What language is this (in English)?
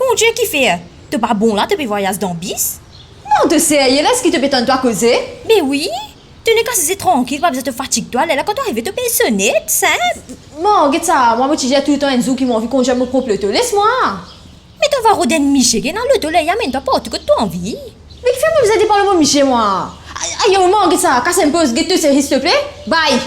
Morisyen